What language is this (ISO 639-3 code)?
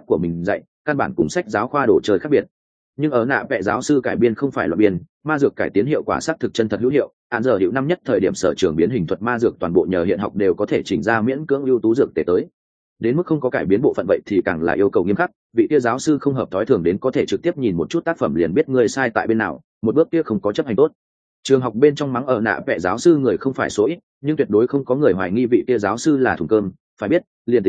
vie